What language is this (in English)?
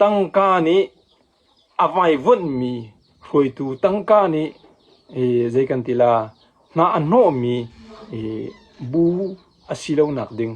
Hakha Chin